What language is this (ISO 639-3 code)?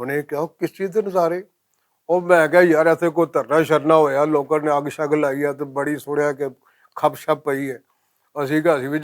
lah